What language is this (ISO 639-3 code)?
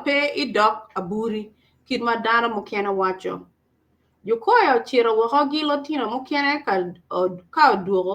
ach